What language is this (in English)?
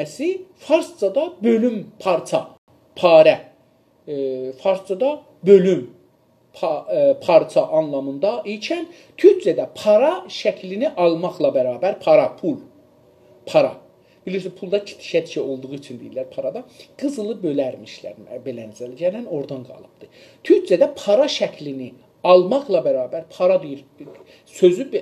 South Azerbaijani